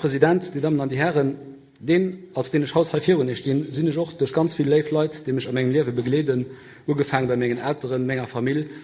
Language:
Luxembourgish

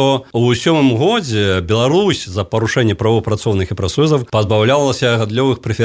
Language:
Belarusian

